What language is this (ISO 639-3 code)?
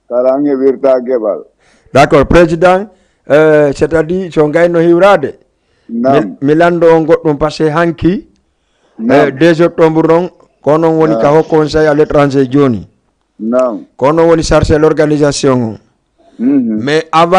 ful